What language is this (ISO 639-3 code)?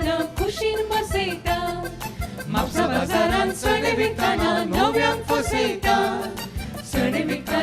kok